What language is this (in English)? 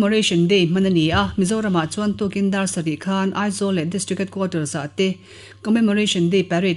Mizo